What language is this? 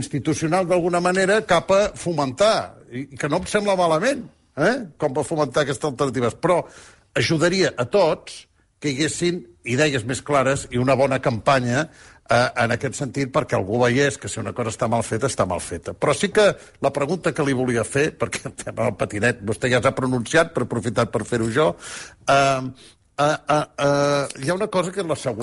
Catalan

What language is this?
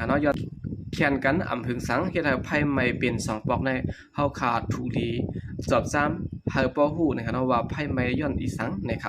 Shan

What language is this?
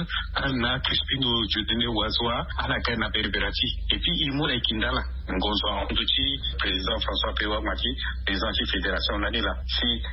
Sango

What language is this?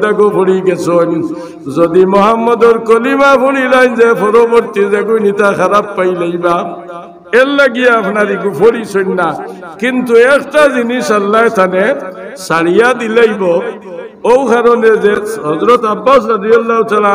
Sylheti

